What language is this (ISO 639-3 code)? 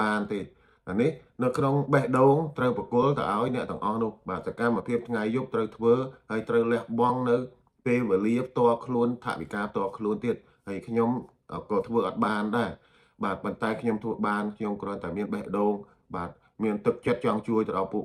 khm